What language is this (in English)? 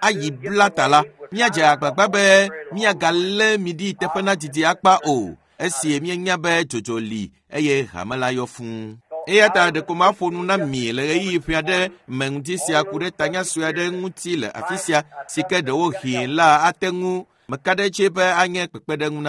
Ewe